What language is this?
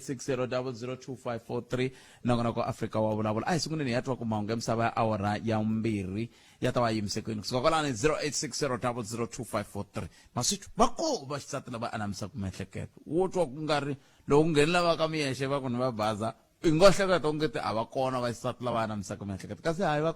Tsonga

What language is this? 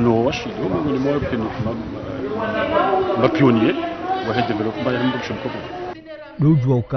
Ngazidja Comorian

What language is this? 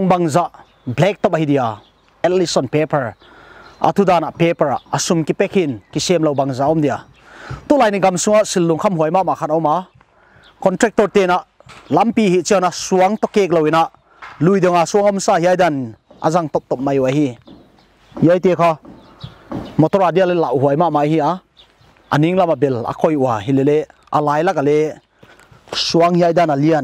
Paite Chin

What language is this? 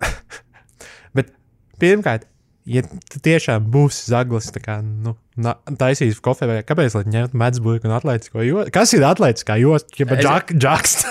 Latvian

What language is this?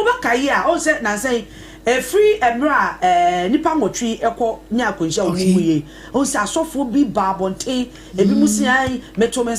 Akan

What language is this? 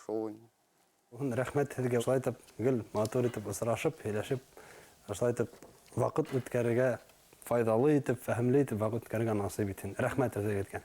Bashkir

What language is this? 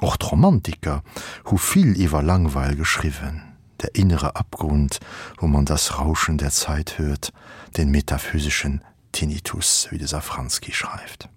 Luxembourgish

